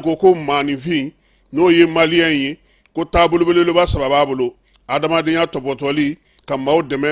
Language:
Bambara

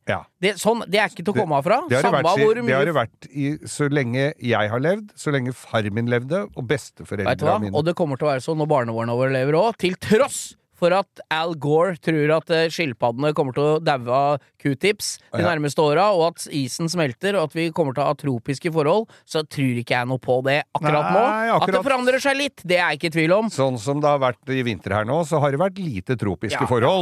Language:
Norwegian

